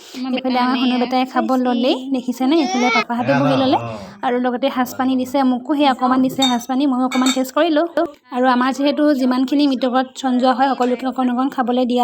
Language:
Assamese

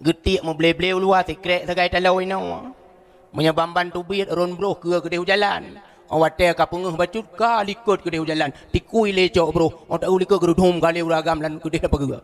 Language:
Achinese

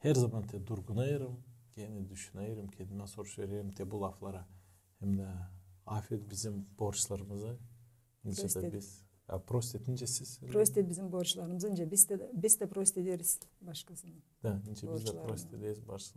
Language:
Gagauz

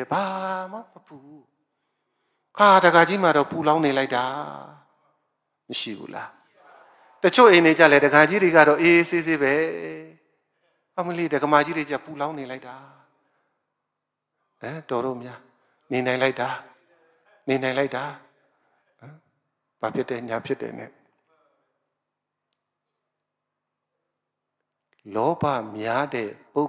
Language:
Burmese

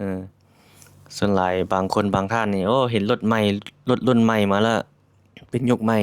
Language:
Lao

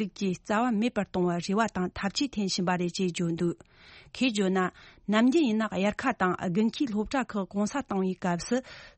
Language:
Tibetan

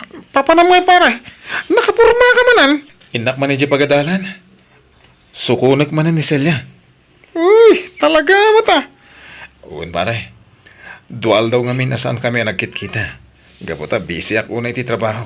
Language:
Iloko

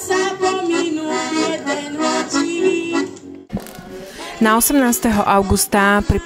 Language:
Slovak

